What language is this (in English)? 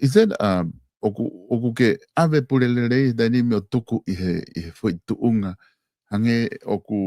Tongan